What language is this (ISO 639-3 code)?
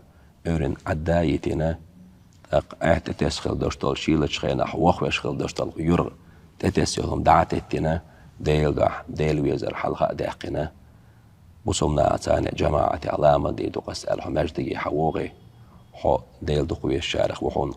che